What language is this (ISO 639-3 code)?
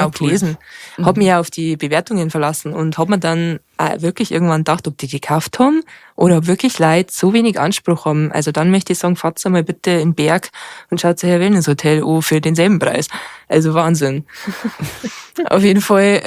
bar